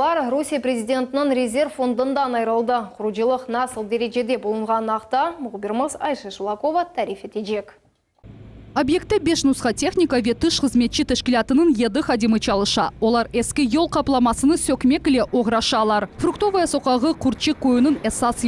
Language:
Crimean Tatar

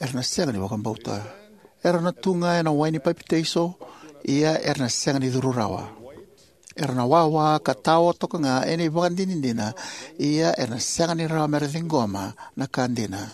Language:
Fijian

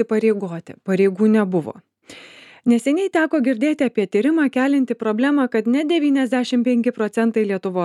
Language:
Lithuanian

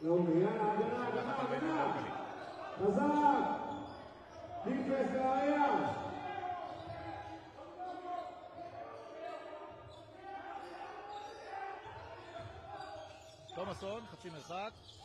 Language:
Hebrew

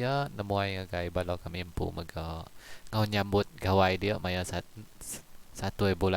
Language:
Iban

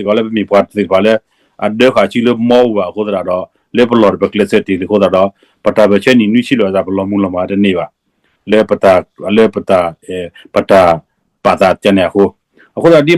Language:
S'gaw Karen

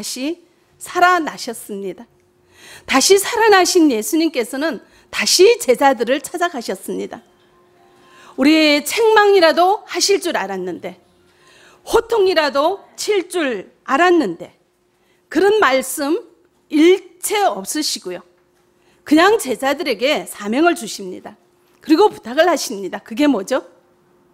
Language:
Korean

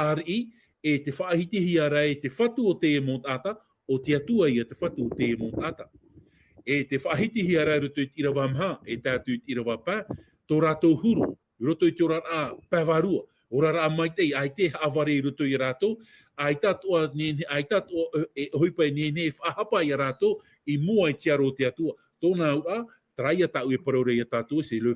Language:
Tahitian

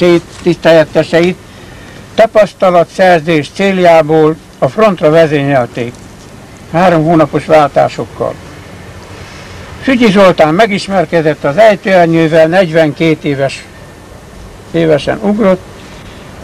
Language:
Hungarian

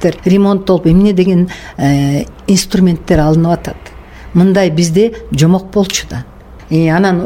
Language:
Kyrgyz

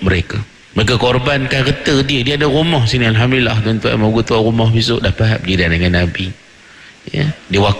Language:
Malay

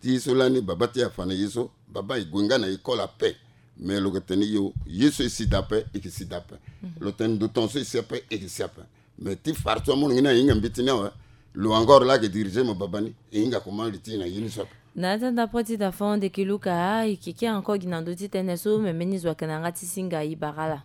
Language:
Sango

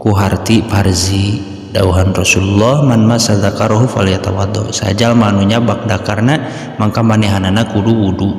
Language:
Sundanese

